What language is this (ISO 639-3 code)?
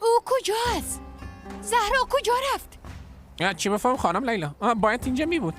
fas